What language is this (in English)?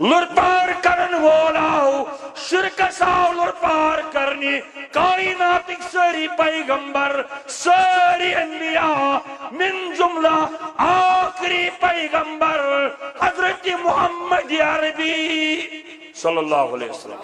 Kashmiri